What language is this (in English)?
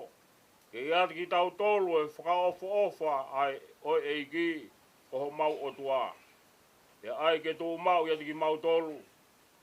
Tongan